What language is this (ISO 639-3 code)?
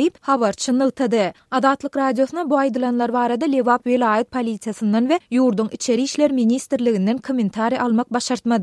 tuk